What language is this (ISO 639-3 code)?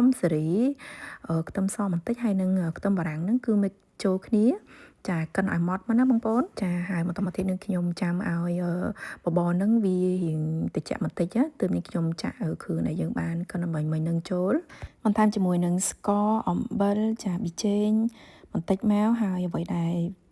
khm